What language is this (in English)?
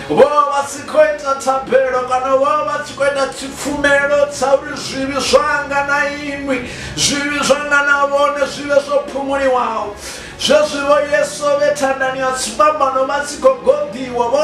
Venda